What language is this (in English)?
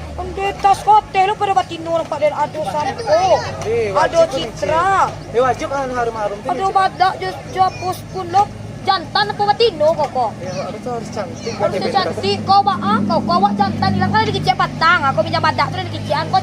Minangkabau